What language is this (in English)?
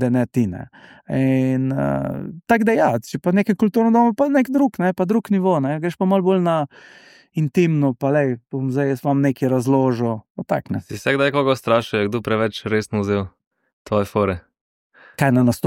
Slovenian